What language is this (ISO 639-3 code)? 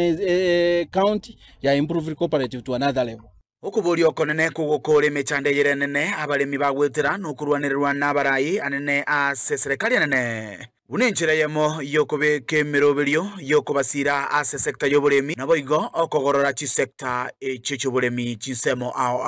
guz